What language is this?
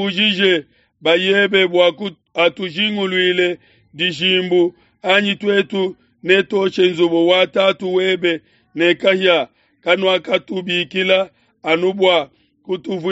Luba-Lulua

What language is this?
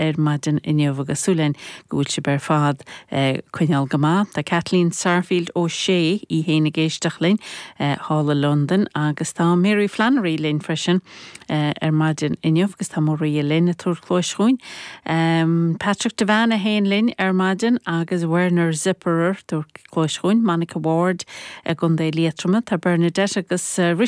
Irish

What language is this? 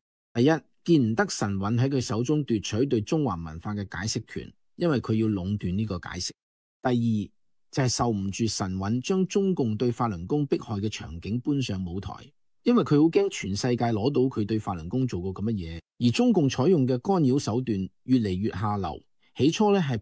Cantonese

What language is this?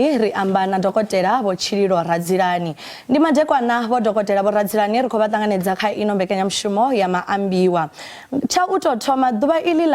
Venda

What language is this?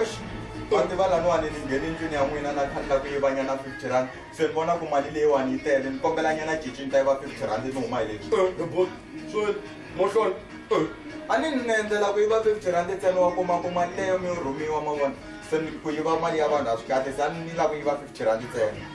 Tsonga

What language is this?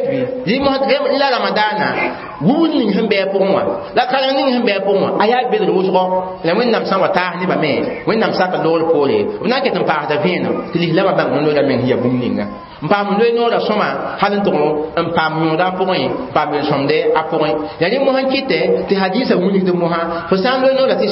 Mossi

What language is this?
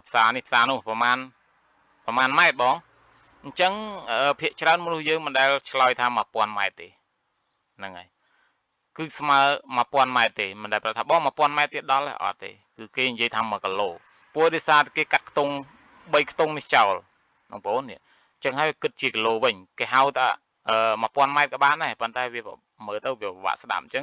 Khmer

